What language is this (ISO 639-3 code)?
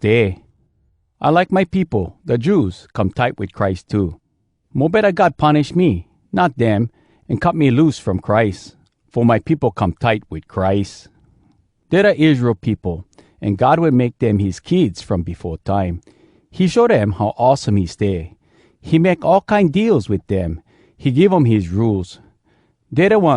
hwc